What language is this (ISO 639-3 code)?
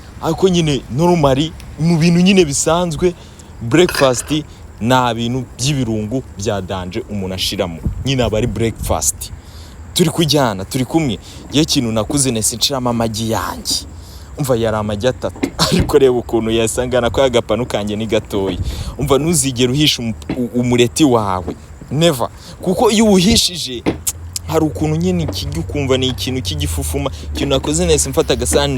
kin